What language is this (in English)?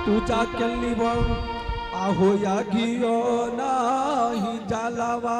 Angika